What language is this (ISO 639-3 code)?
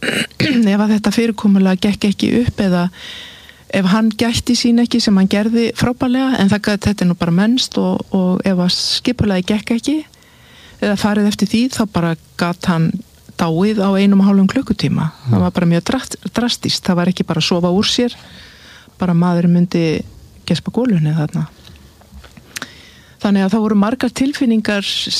isl